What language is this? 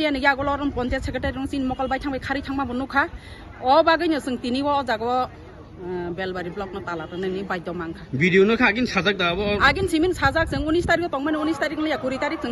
Kok Borok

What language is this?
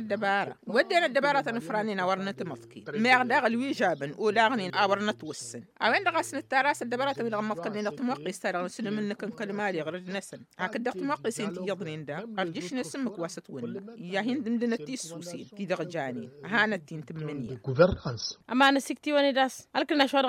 Tamasheq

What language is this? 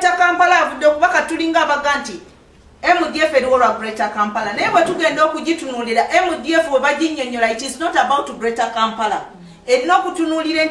Ganda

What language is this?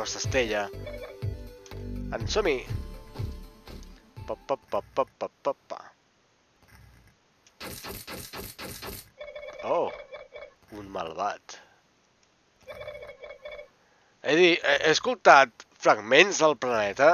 Catalan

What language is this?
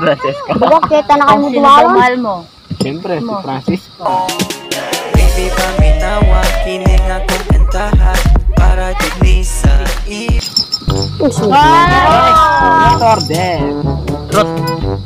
Filipino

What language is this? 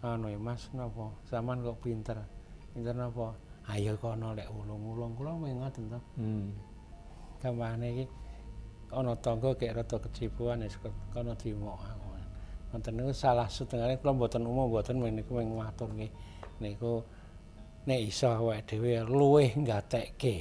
Javanese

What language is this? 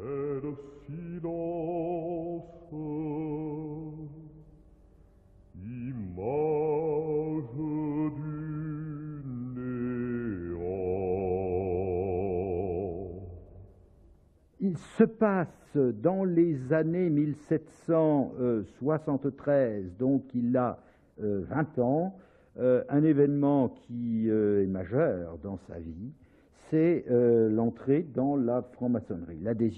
French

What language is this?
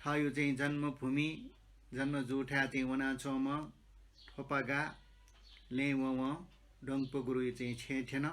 Newari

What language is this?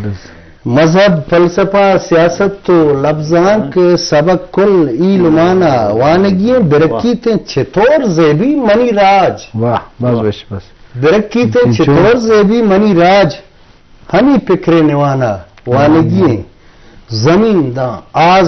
Baluchi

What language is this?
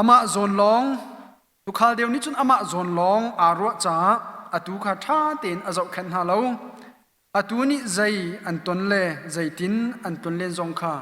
Hakha Chin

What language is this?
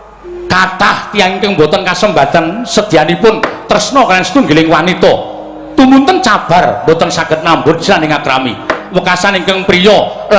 Javanese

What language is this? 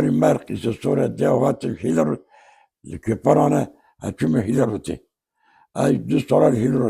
Kurdish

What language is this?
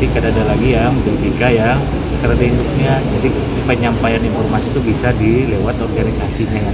Banjar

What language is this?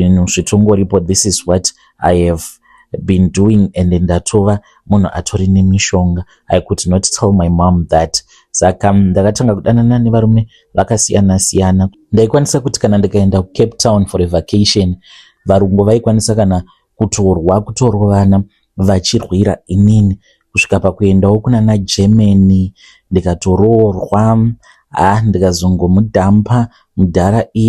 Shona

